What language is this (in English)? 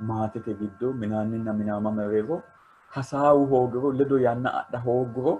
Sidamo